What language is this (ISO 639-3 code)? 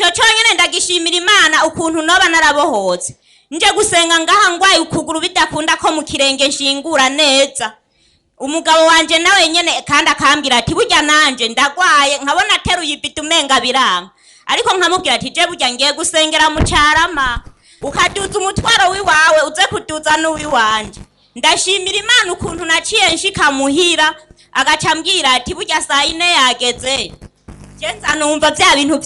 run